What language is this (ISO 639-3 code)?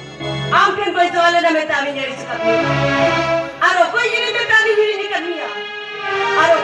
sat